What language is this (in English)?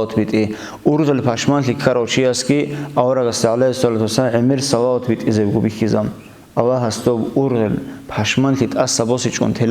Avaric